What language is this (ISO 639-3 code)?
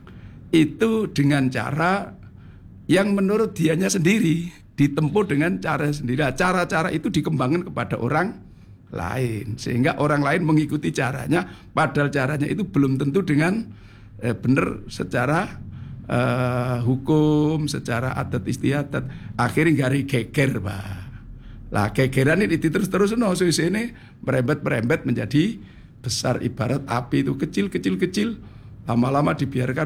ind